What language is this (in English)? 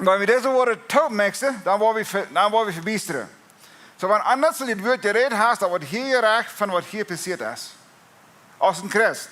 Plautdietsch